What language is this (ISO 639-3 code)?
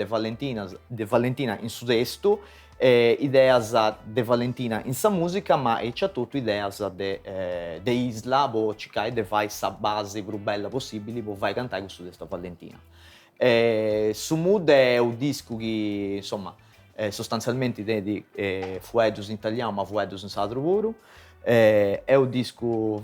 srd